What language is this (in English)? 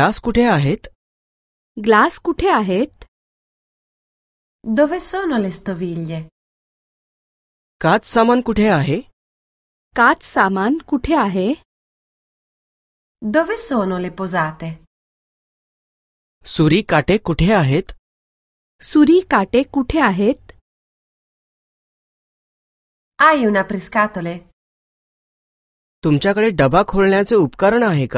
Marathi